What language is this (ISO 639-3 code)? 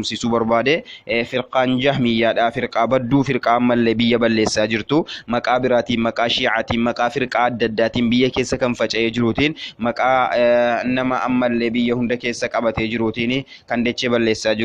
orm